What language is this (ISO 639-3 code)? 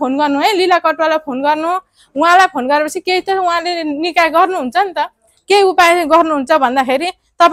nep